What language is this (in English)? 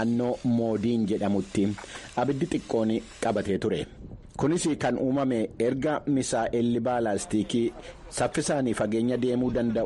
Oromo